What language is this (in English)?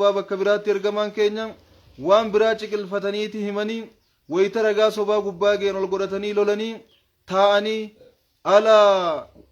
Oromo